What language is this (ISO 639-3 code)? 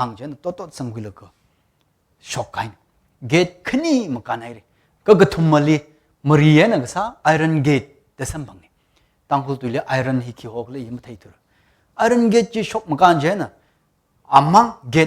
nmf